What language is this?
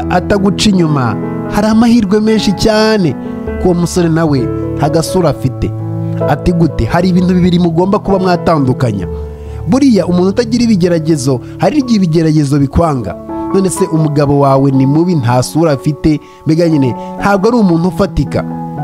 Kinyarwanda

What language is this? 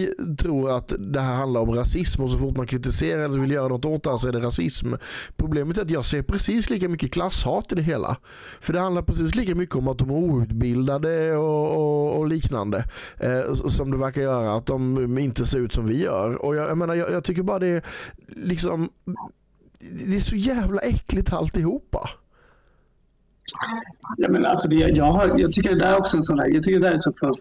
Swedish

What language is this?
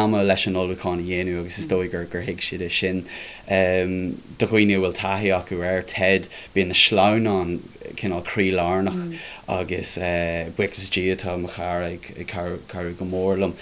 Irish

